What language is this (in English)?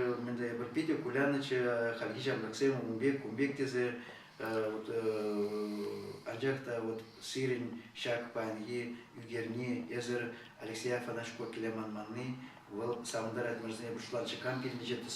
Chuvash